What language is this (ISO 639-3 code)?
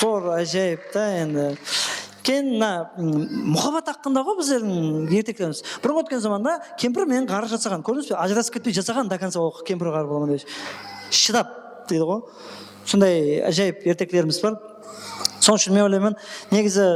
kaa